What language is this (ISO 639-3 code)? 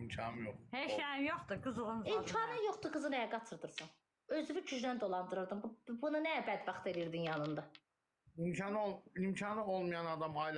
aze